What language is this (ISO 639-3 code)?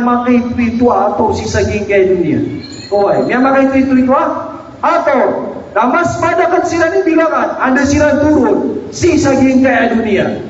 mrw